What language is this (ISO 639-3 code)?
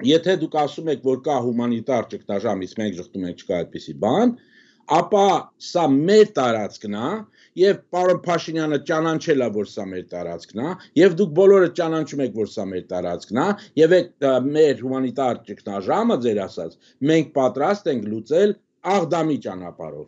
hye